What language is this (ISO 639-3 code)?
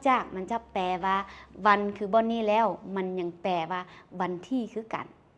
lao